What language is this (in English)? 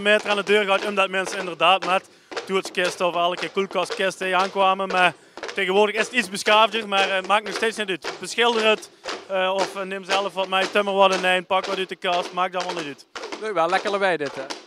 Limburgish